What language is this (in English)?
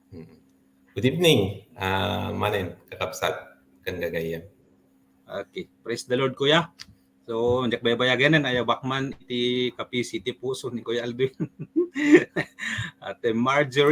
Iloko